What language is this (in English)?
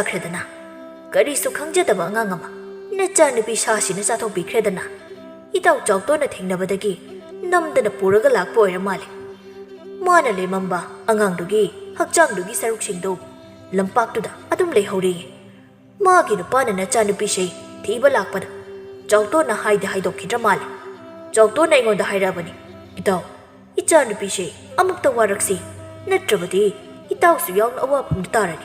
Manipuri